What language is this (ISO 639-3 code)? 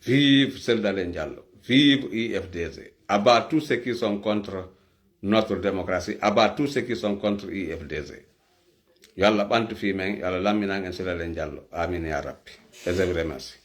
ful